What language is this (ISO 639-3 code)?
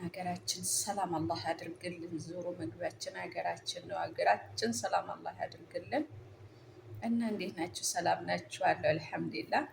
amh